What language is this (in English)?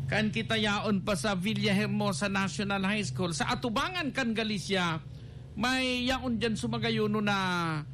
Bikol